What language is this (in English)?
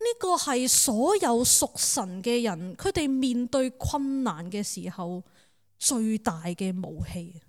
Cantonese